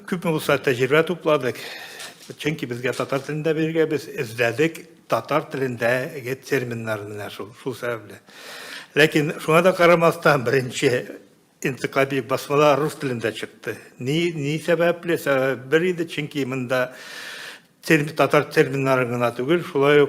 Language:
Tatar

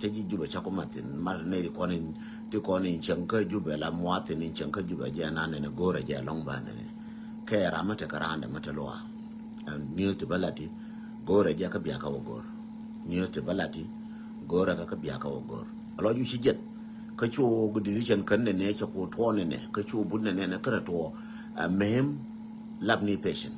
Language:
Nuer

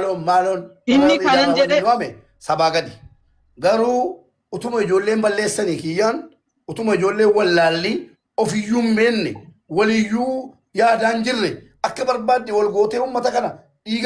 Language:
Oromo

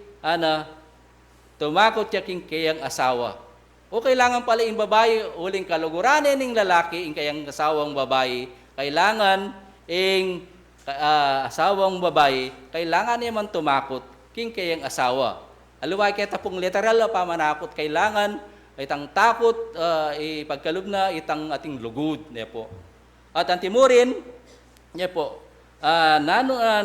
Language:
Pampanga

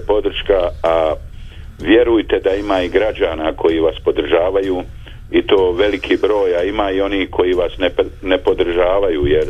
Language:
Bosnian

